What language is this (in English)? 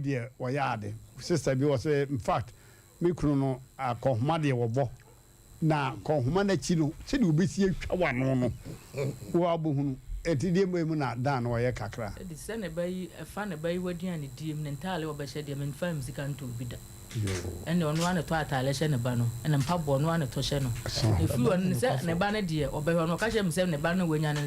Akan